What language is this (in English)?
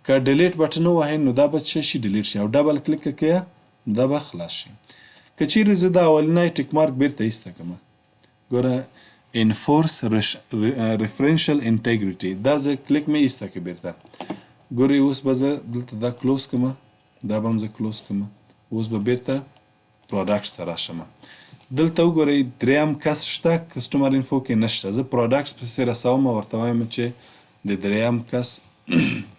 Pashto